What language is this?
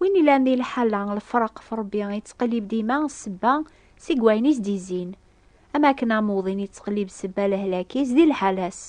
Kabyle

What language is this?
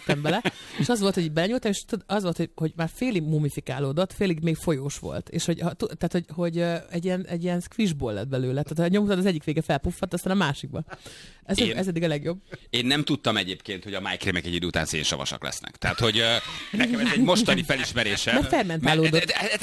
Hungarian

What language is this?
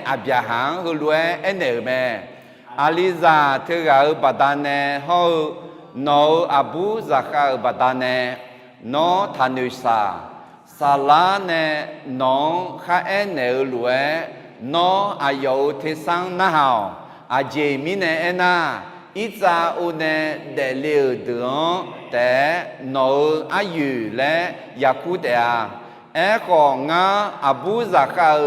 Akha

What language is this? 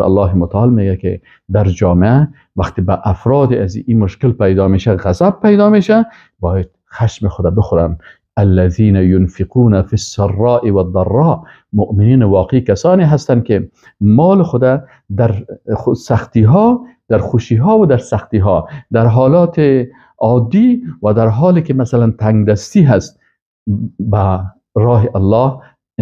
Persian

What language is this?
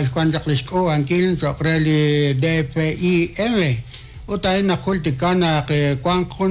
Kekchí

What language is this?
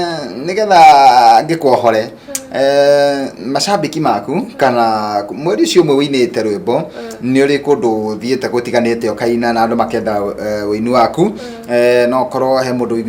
Kikuyu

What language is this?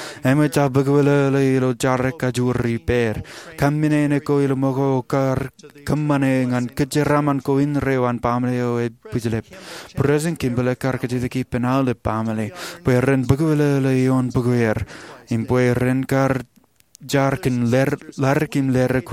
Marshallese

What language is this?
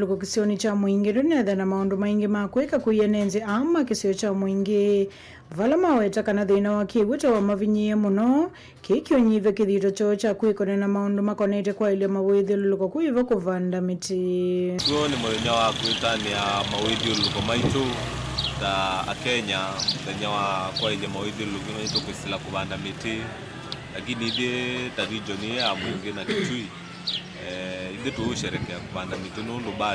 Kamba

